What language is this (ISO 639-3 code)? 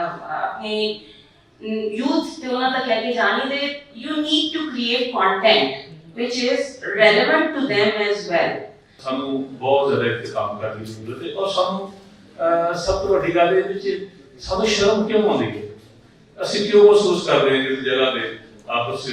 lah